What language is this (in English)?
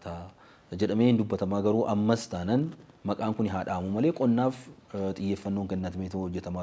Oromo